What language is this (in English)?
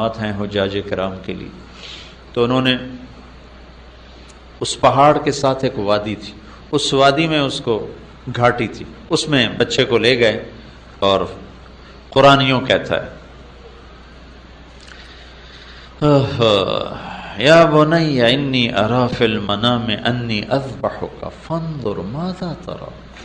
Urdu